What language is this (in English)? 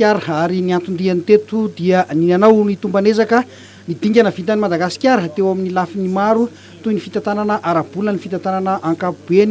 Malagasy